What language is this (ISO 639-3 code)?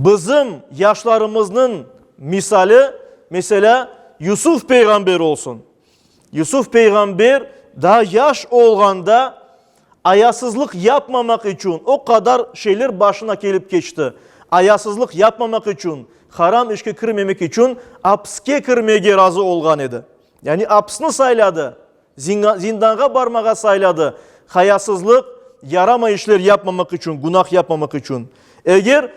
crh